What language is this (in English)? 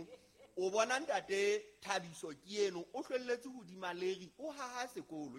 Southern Sotho